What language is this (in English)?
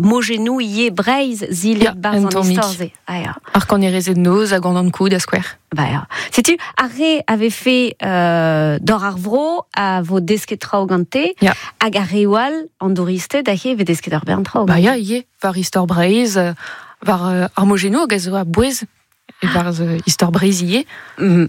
Breton